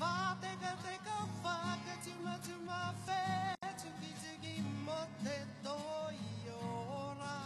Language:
Māori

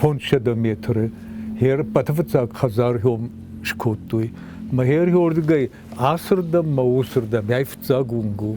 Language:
Ossetic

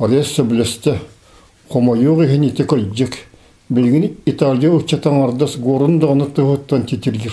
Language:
Yakut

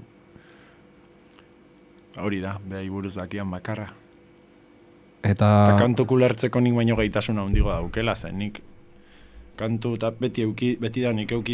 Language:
Basque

